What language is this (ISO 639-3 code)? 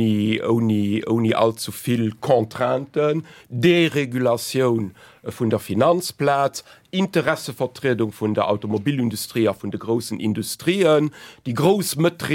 ltz